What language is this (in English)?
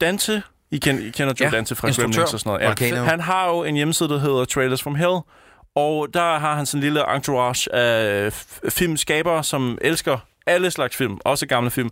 Danish